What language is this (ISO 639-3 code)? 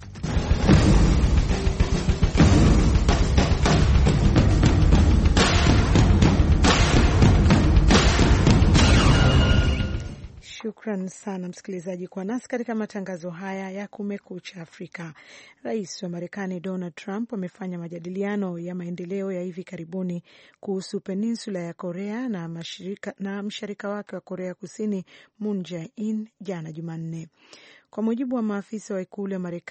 swa